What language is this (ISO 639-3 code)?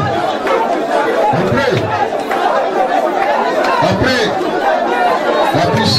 fra